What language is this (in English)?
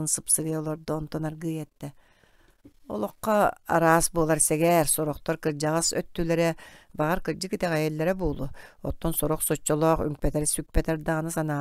Yakut